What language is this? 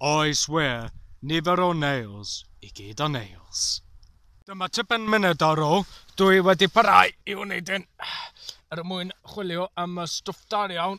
Welsh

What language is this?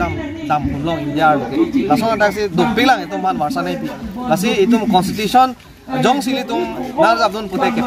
Karbi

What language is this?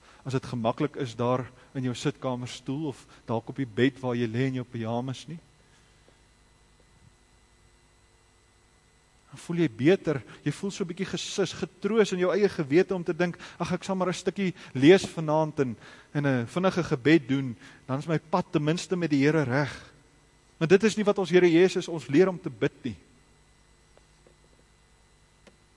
Afrikaans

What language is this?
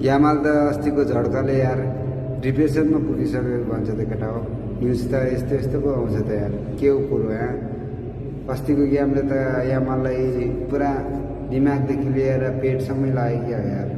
Nepali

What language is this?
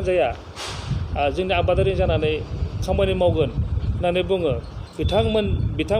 Bodo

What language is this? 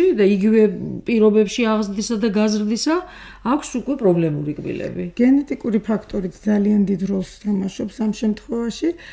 Georgian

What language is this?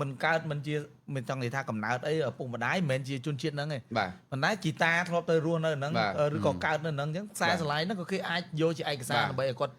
Khmer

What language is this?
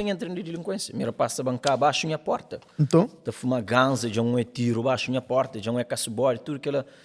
Kabuverdianu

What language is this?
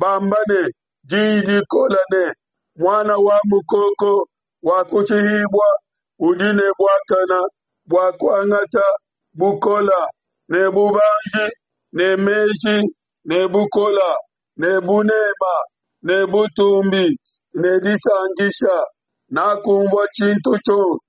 Luba-Lulua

